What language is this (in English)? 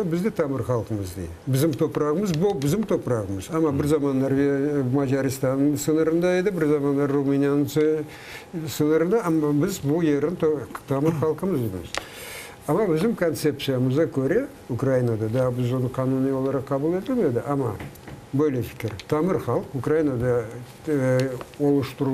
Crimean Tatar